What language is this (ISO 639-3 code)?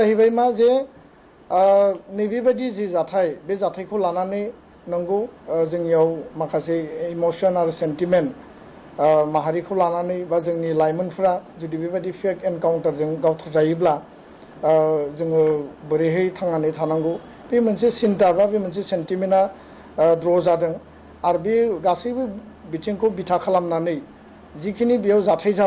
brx